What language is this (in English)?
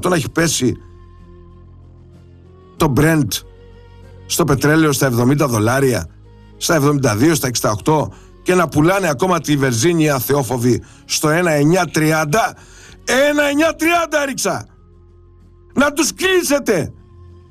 Greek